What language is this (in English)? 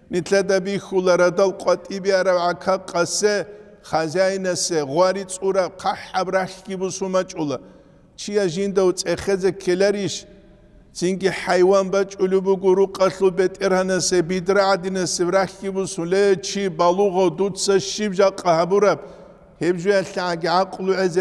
Avaric